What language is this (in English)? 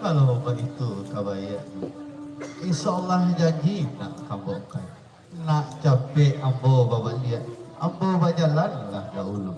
Minangkabau